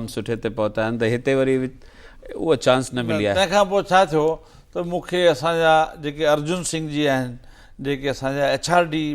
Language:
Sindhi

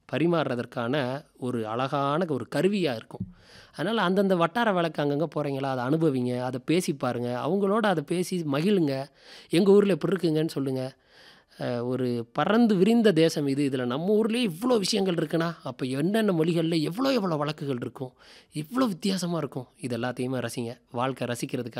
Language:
Tamil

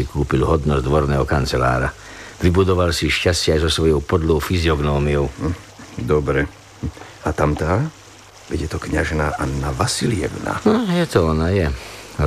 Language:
Slovak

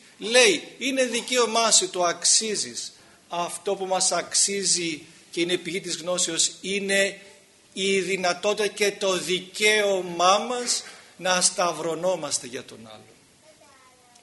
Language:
Greek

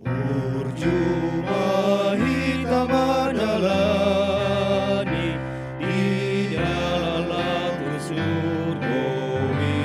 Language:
Batak Toba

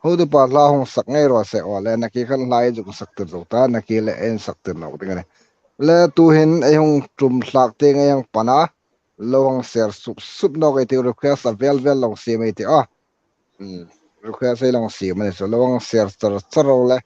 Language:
Hmar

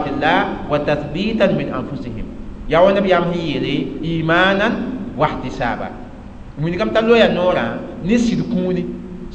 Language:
Mossi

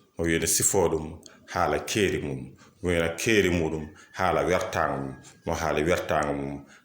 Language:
Fula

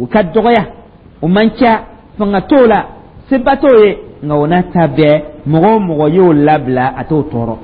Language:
Dyula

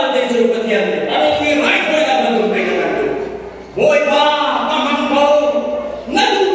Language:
Hakha Chin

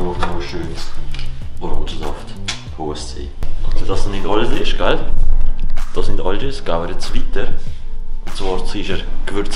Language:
Swiss German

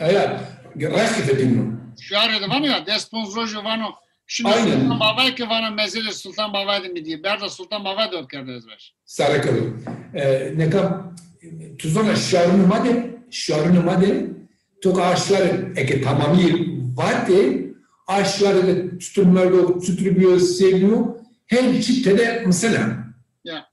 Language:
Zaza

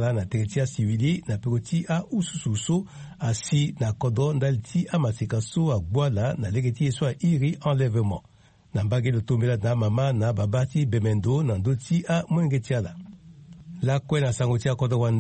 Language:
Sango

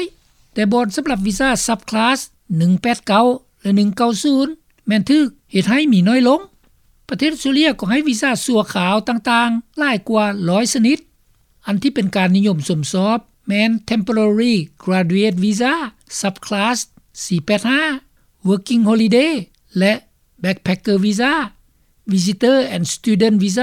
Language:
Lao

